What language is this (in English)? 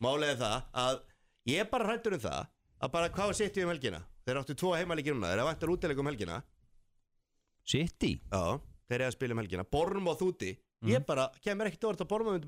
Icelandic